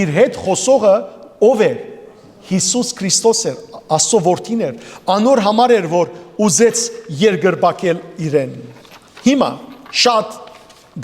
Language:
Western Armenian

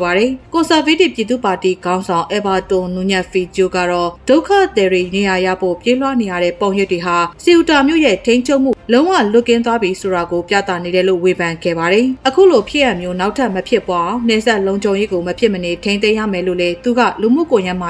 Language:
Burmese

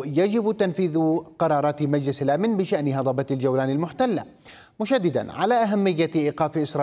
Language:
Arabic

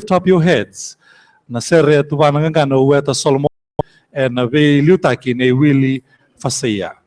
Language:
Fijian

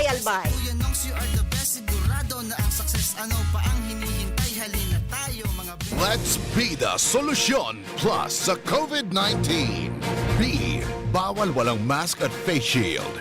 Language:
Bikol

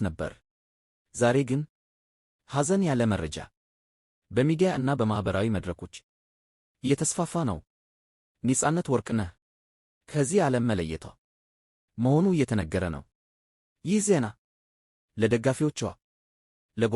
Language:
Amharic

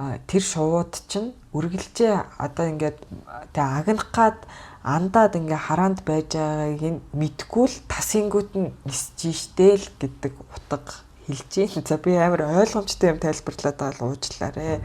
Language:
Mongolian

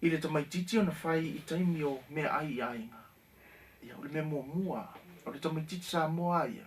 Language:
Samoan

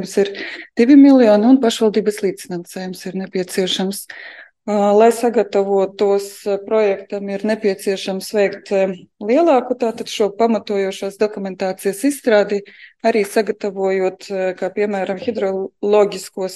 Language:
Latvian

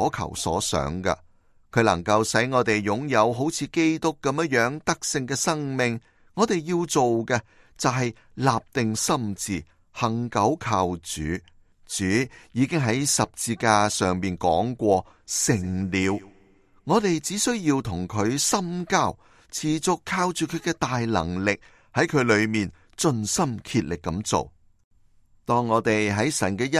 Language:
Cantonese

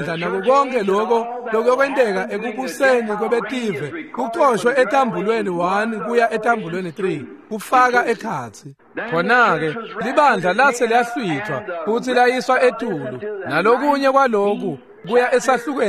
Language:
Swati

